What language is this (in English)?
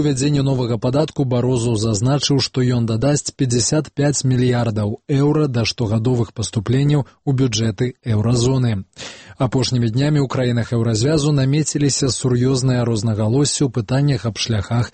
Belarusian